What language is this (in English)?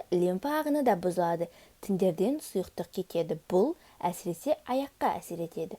Kazakh